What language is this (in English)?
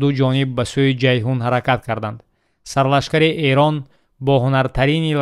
Tajik